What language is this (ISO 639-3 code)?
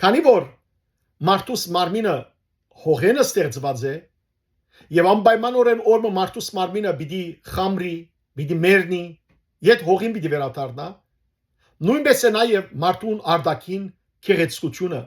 hyw